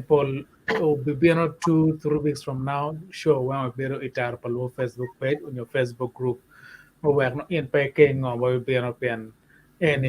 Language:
Acoli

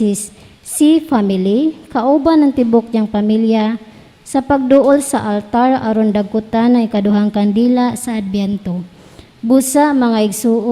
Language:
Cebuano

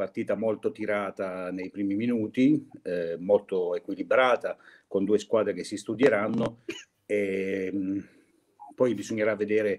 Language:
Italian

